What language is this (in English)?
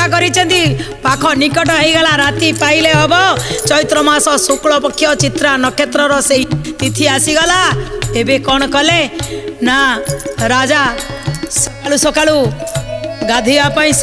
Odia